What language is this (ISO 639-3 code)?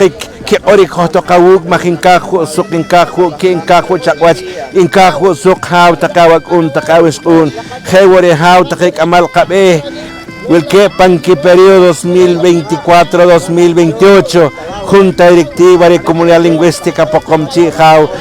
poh